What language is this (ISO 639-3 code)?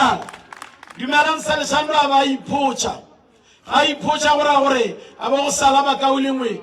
tsn